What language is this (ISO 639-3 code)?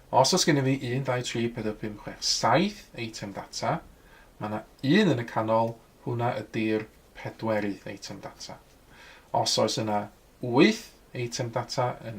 cym